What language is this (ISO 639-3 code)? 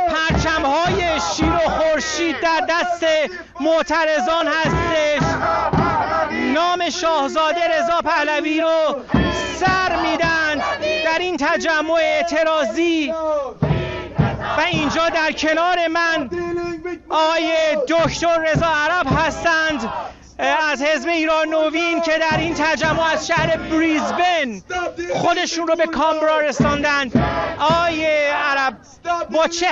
fas